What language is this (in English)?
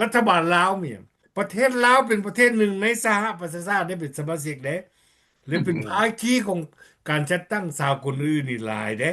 Lao